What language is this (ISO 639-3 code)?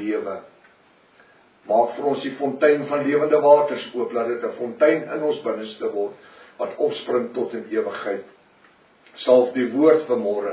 afr